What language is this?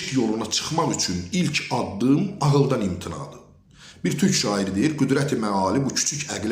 Azerbaijani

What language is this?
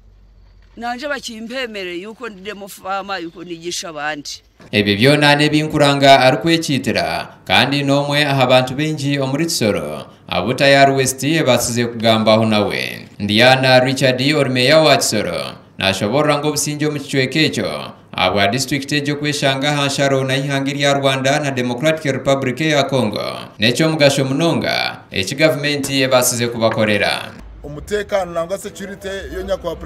Nyankole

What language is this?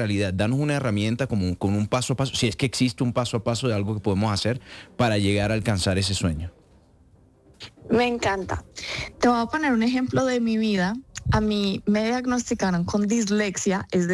Spanish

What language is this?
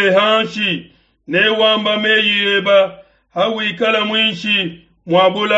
Luba-Lulua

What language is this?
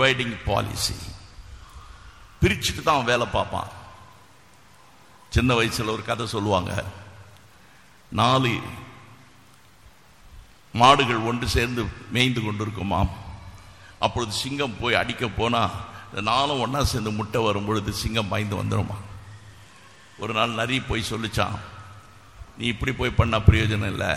Tamil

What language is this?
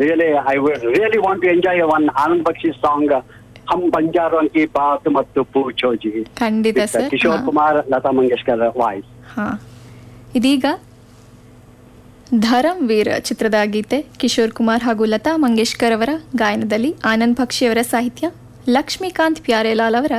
Kannada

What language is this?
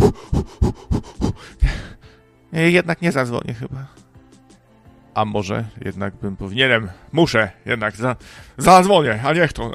Polish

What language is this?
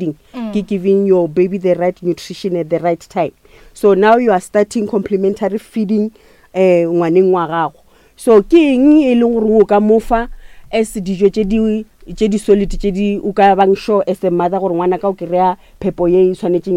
Northern Sotho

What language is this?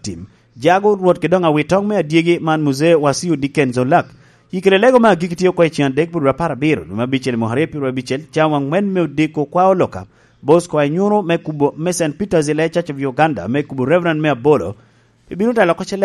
Lango (Uganda)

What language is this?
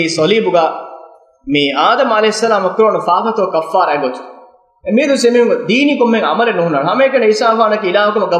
Divehi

